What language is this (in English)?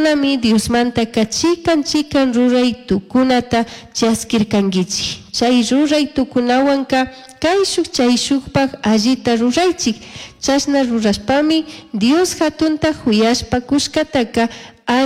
Chimborazo Highland Quichua